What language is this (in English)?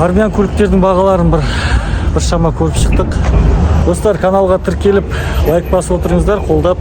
Kazakh